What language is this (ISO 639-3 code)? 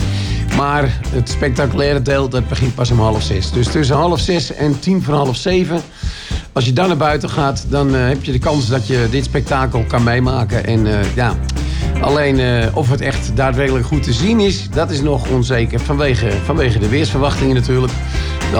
nld